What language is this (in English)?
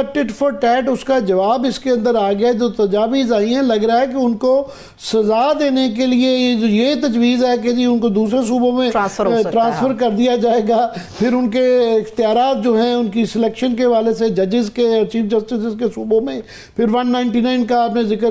Urdu